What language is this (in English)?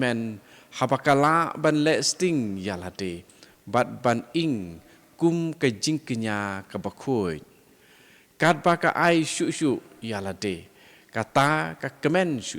Khasi